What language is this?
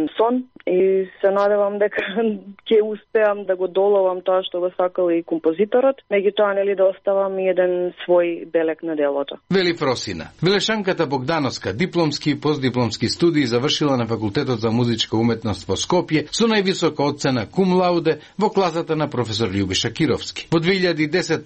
Macedonian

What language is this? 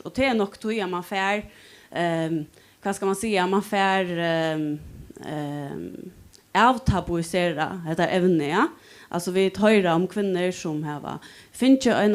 Faroese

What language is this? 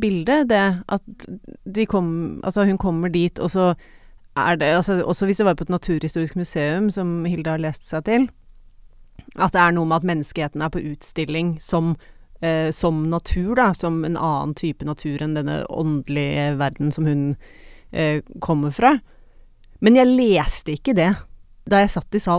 Norwegian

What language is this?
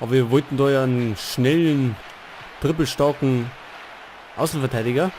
Bavarian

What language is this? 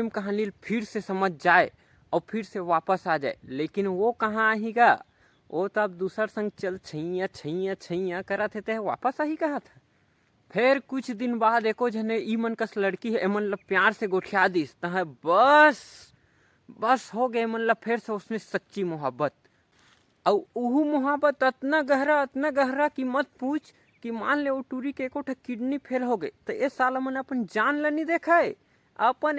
Chhattisgarhi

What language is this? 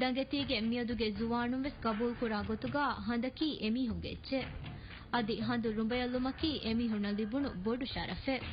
Divehi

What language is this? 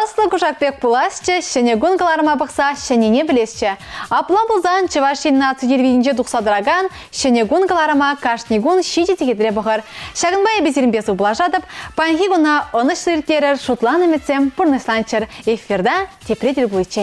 Chuvash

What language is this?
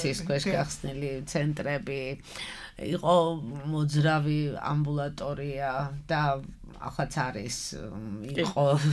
Georgian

